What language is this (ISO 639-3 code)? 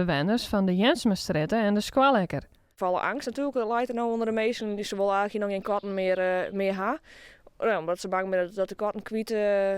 fry